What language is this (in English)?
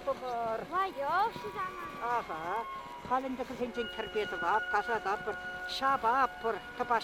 Chuvash